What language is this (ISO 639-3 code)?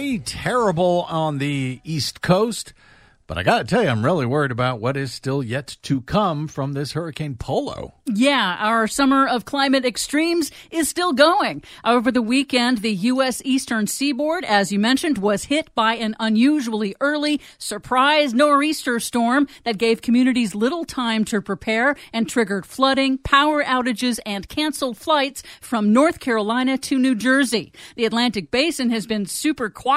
eng